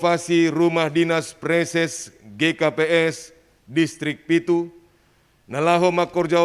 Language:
Batak Simalungun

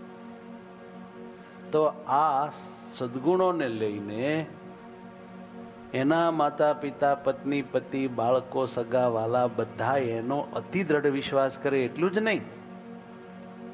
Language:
Gujarati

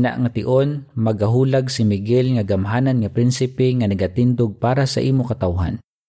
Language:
Hiligaynon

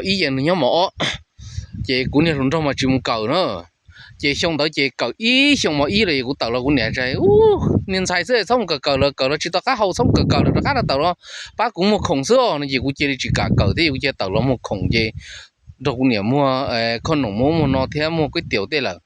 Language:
Hmong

